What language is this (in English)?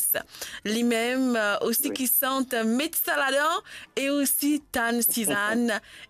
Morisyen